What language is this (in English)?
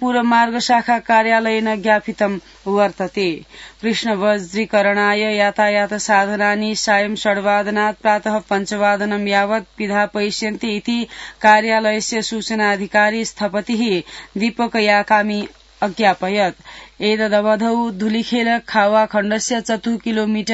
Sanskrit